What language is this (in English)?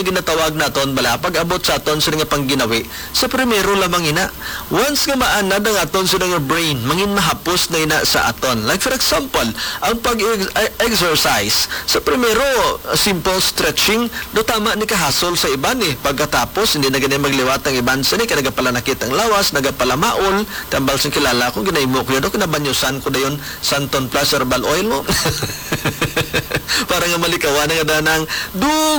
Hiligaynon